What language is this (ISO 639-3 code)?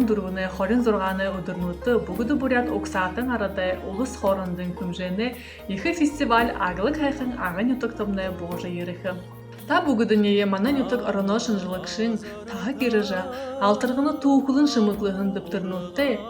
bua